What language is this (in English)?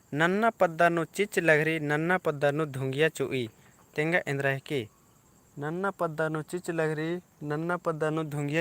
Kurukh